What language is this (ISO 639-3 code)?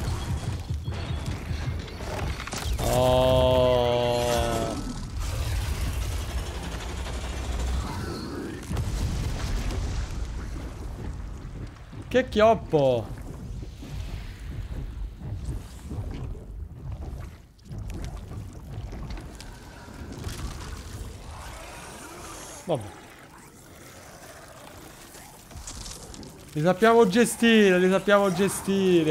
ita